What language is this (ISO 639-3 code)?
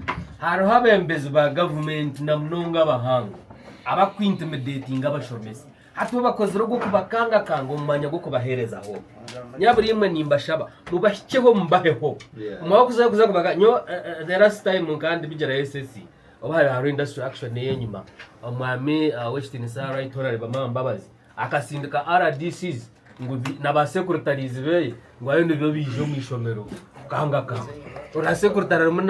nyn